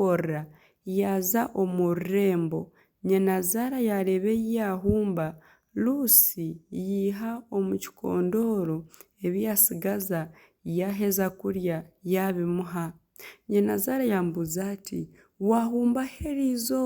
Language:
Nyankole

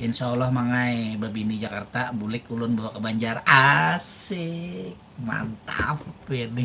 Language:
Banjar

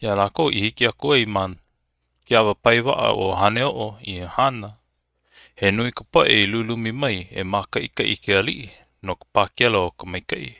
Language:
Hawaiian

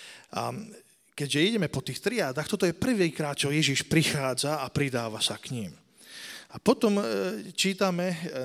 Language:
Slovak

